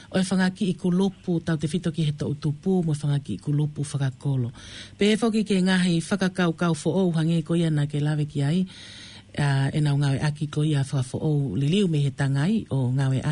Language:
Tongan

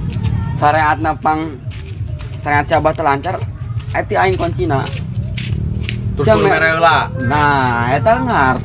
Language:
Sundanese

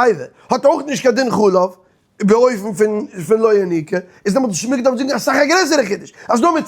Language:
Yiddish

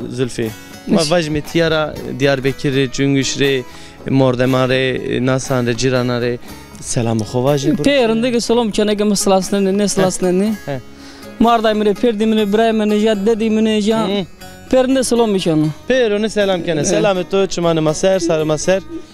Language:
Zaza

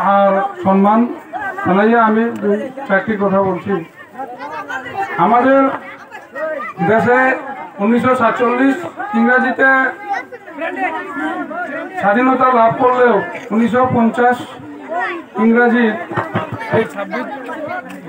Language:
Bangla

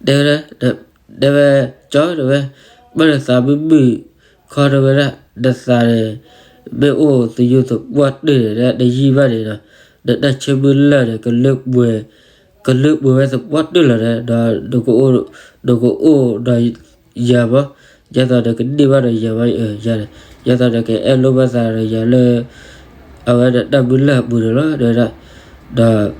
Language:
S'gaw Karen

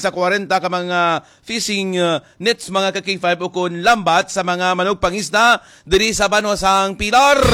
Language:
Hiligaynon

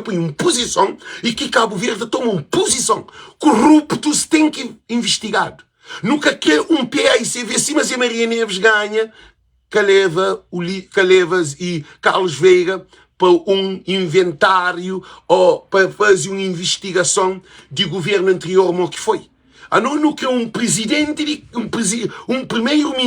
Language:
Kabuverdianu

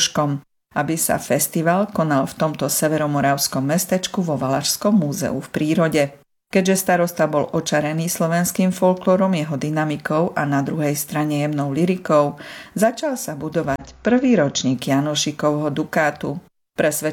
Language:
Slovak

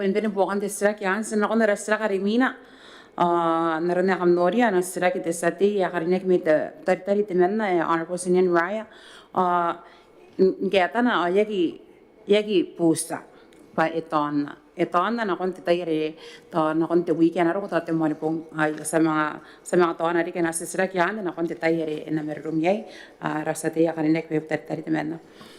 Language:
Gilbertese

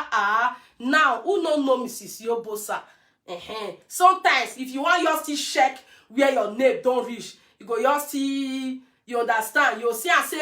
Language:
Nigerian Pidgin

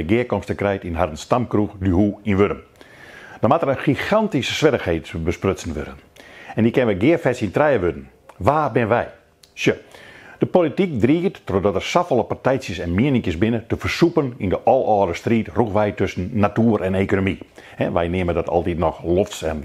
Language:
Western Frisian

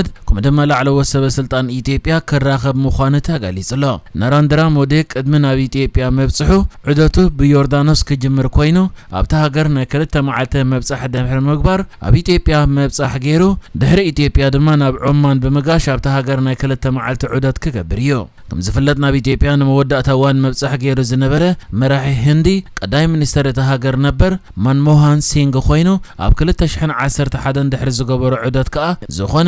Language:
Tigrinya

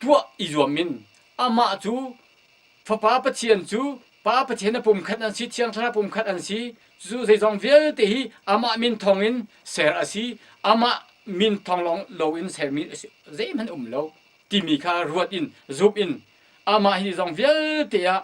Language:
Hakha Chin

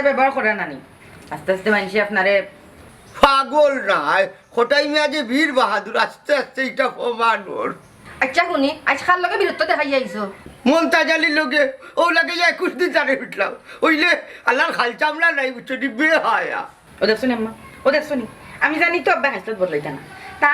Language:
Sylheti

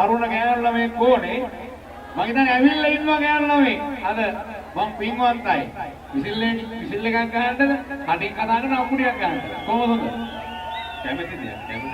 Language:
Sinhala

